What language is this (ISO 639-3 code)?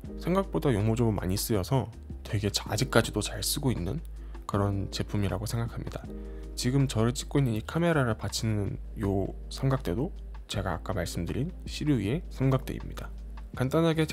kor